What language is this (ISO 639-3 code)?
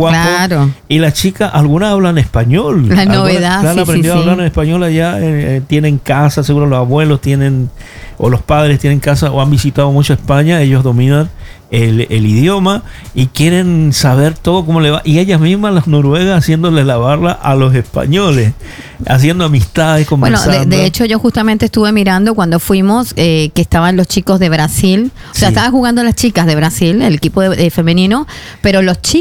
spa